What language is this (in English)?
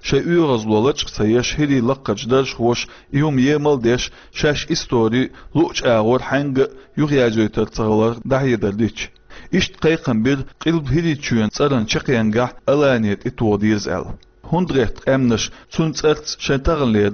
Chechen